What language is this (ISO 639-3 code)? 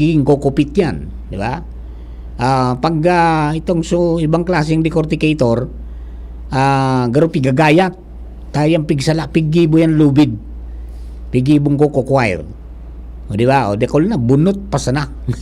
bik